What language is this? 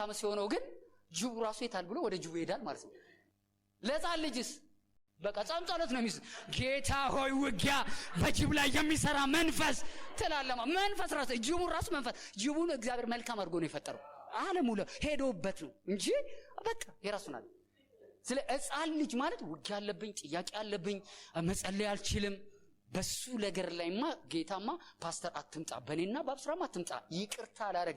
Amharic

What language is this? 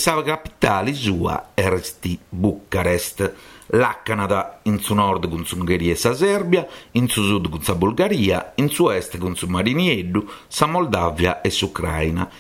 Sardinian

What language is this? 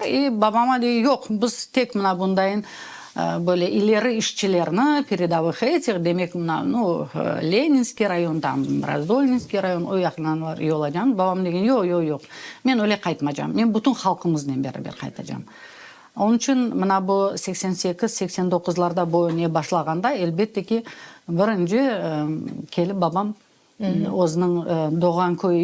Crimean Tatar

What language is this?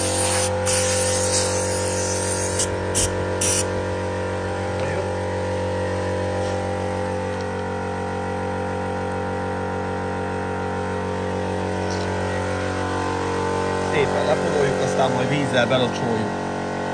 Hungarian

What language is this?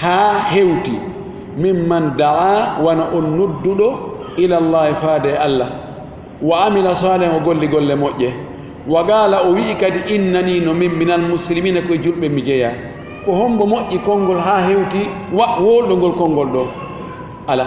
Fula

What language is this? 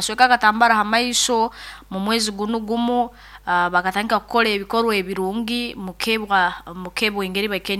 Nyoro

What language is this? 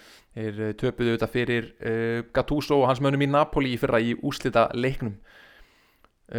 Icelandic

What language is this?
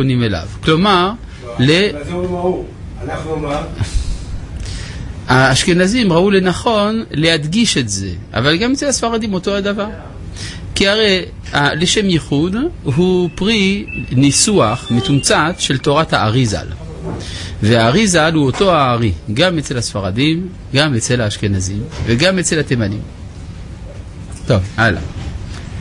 Hebrew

